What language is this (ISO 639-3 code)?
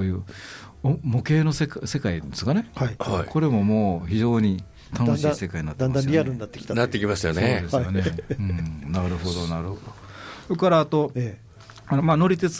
jpn